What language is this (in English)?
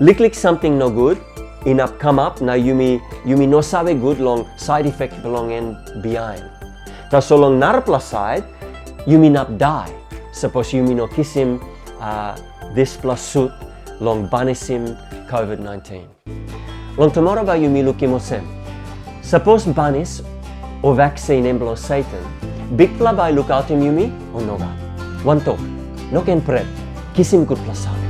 Tok Pisin